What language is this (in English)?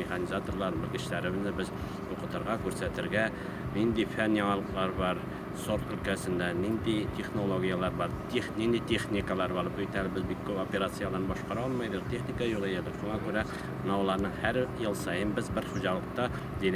Tatar